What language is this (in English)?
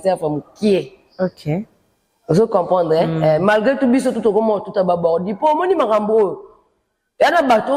Lingala